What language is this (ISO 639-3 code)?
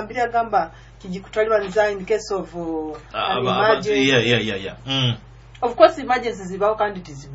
nyo